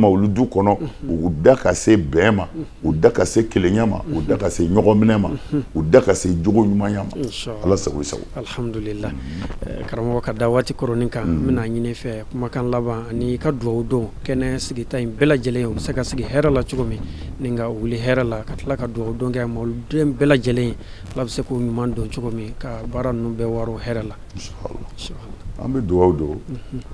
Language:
Bambara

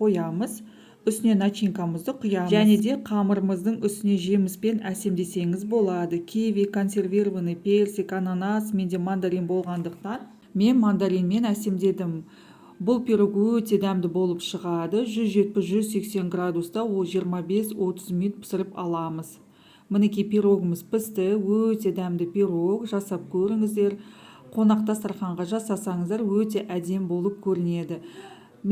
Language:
Kazakh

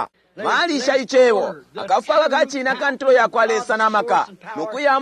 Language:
Bemba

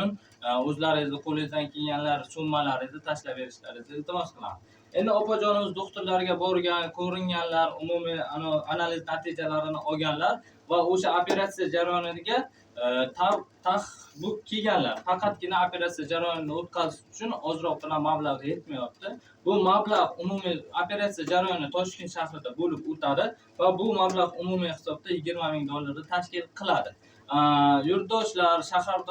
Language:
Uzbek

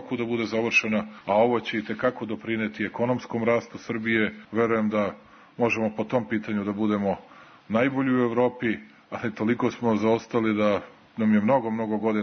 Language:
Serbian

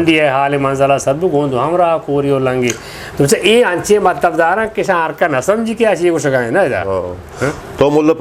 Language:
Eastern Balochi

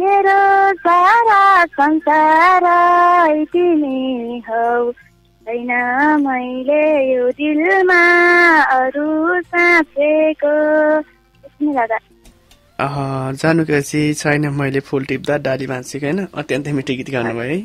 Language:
Nepali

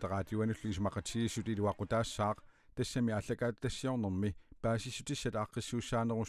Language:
Kalaallisut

